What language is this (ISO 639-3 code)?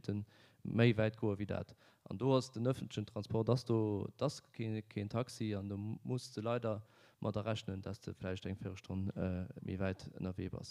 ltz